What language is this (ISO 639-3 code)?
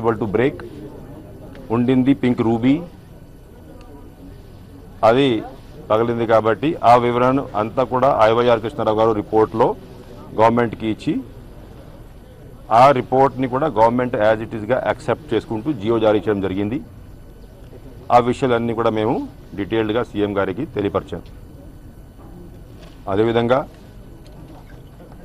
tel